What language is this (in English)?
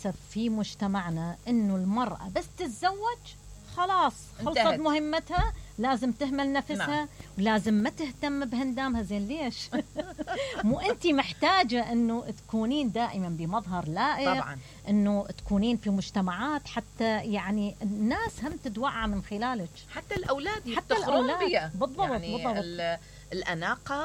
Mesopotamian Arabic